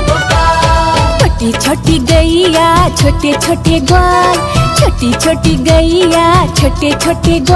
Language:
Braj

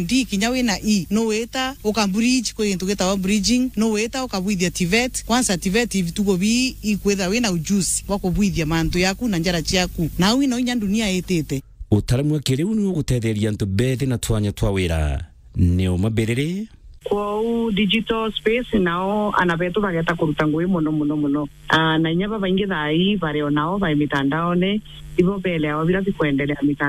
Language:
Meru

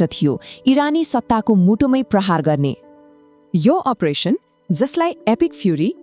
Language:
Nepali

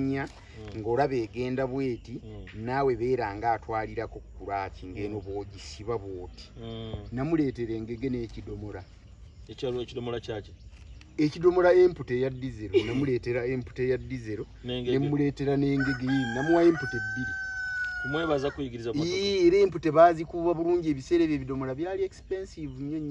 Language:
Ganda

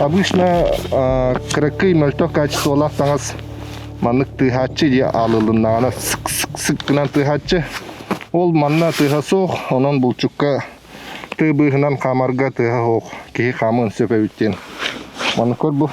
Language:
Yakut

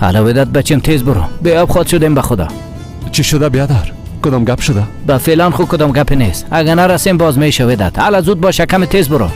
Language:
Tajik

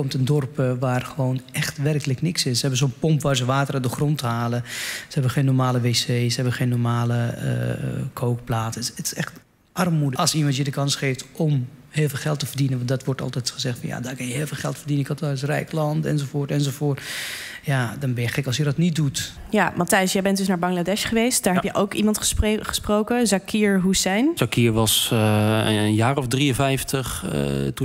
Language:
Dutch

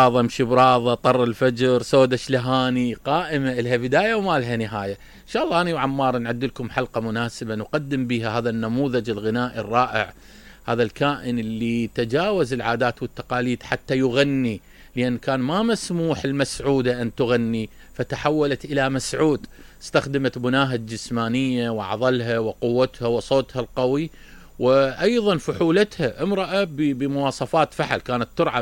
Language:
Mesopotamian Arabic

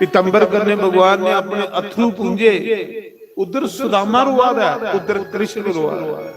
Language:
Dogri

